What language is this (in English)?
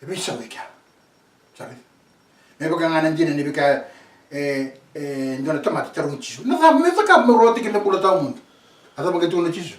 Fijian